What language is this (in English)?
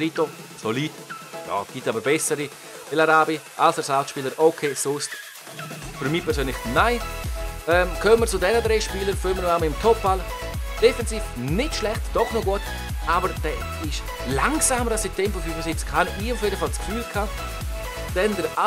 Swiss German